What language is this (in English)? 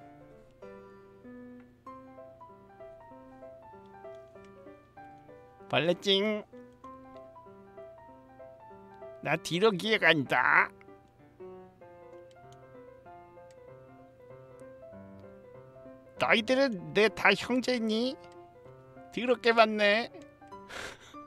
Korean